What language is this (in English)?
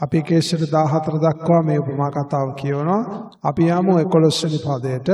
Sinhala